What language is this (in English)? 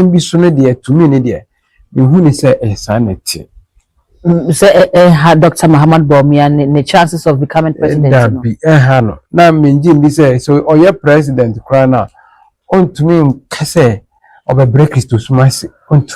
Akan